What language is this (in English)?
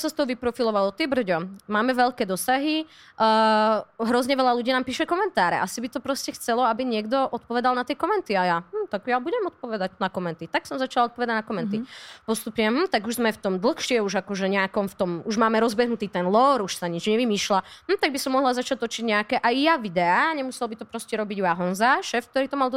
Slovak